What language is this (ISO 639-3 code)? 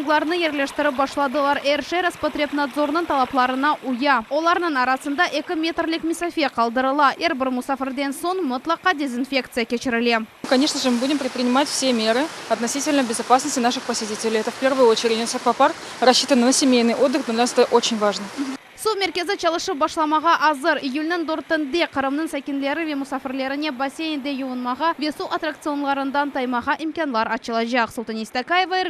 crh